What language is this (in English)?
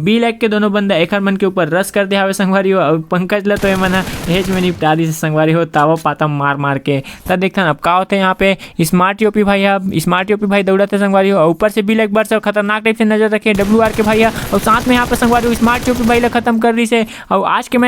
Chhattisgarhi